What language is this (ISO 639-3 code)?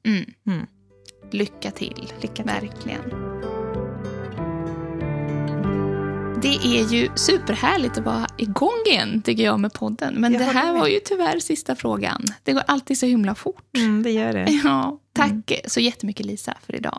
swe